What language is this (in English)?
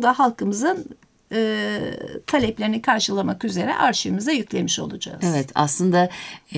Turkish